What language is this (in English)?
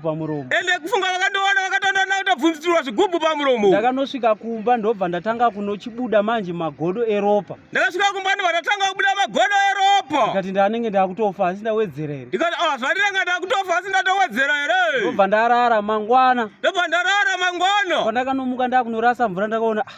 Shona